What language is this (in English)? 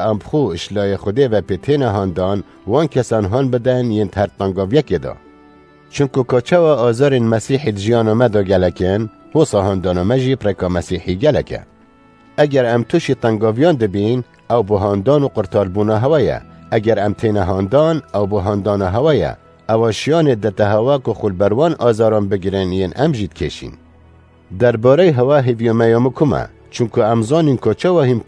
Kurdish